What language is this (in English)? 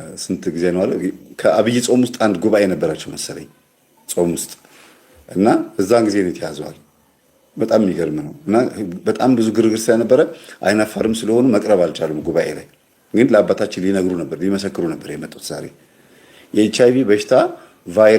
Amharic